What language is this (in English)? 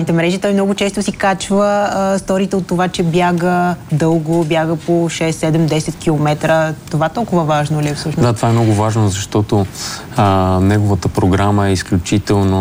Bulgarian